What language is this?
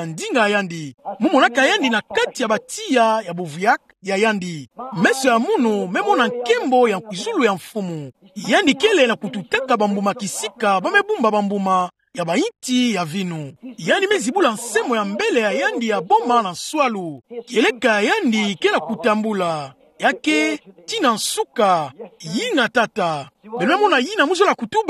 Kituba (Democratic Republic of Congo)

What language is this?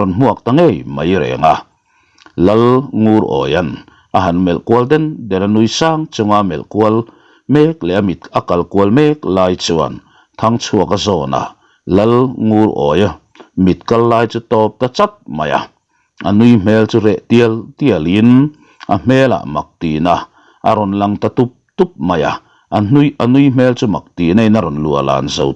Mizo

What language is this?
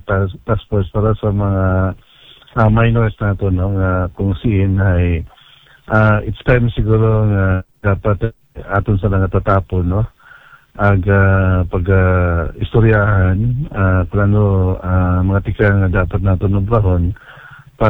Aklanon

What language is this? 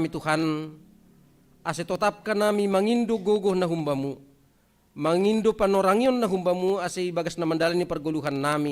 Batak Simalungun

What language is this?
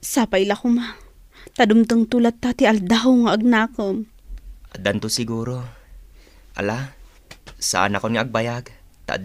Iloko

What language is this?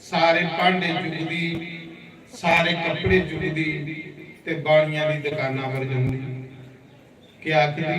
Dogri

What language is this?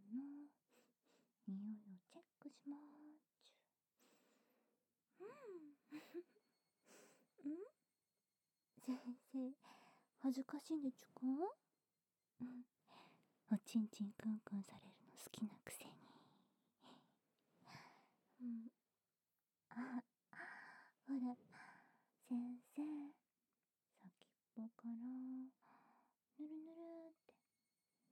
Japanese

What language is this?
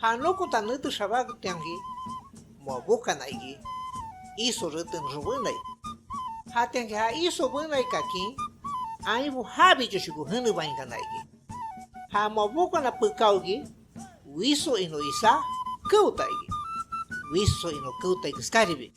Shipibo-Conibo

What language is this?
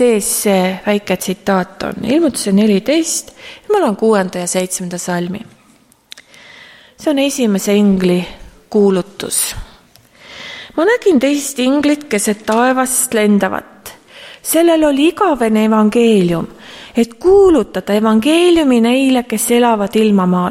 Estonian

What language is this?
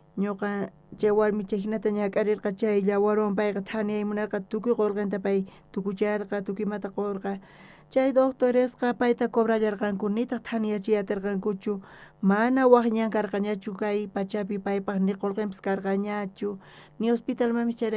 South Bolivian Quechua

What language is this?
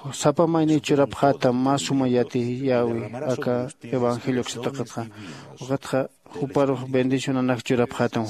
Aymara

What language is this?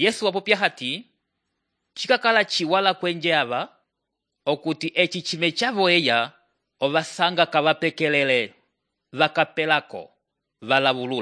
Umbundu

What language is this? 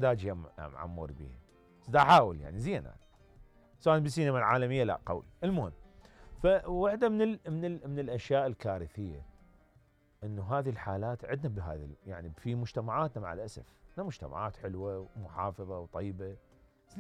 Mesopotamian Arabic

